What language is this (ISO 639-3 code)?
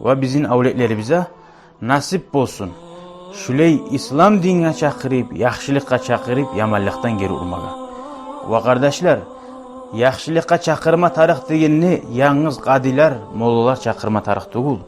kum